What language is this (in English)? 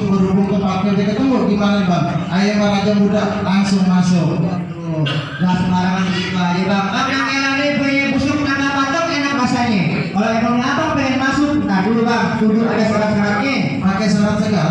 Betawi